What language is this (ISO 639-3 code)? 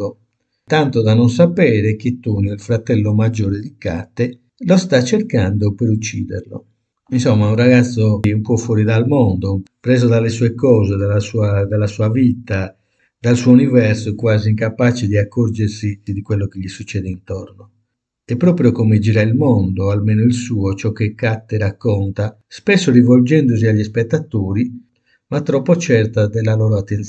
ita